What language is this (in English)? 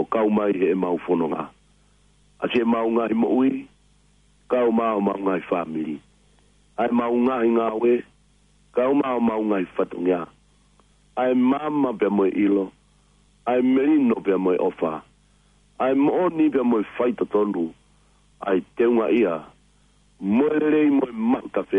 Tongan